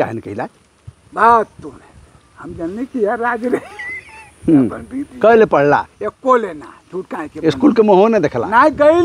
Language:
Bhojpuri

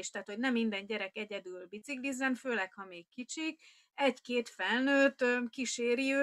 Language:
Hungarian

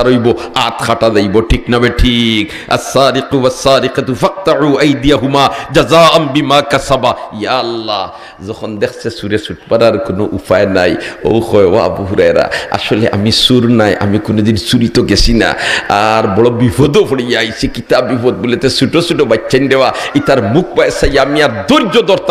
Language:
Sylheti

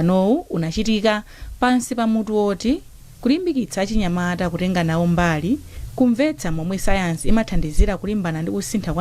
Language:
Nyanja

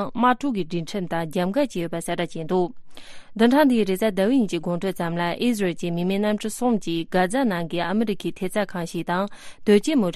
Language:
Tibetan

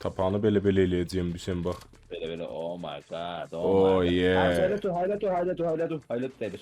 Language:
South Azerbaijani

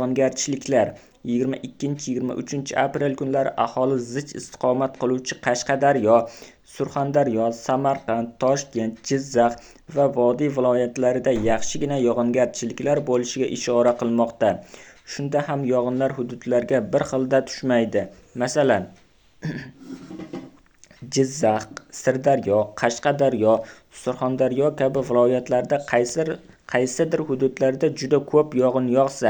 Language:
Uzbek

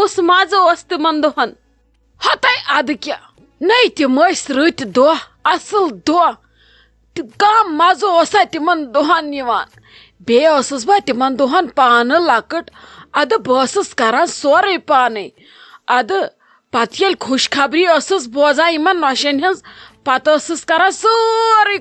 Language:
Kashmiri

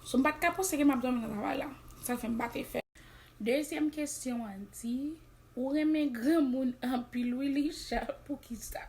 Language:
Haitian Creole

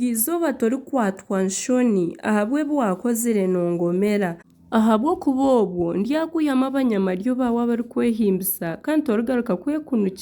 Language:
Nyankole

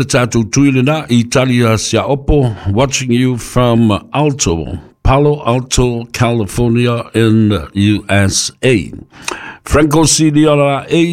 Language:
Samoan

